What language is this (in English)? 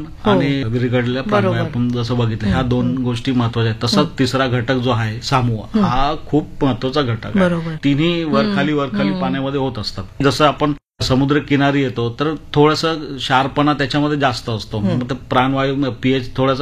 Marathi